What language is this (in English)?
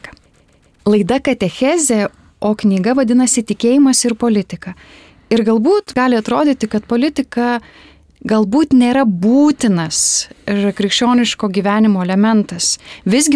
Lithuanian